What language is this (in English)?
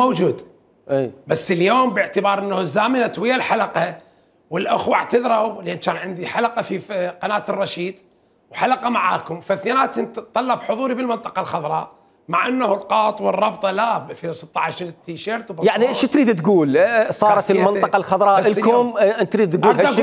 Mesopotamian Arabic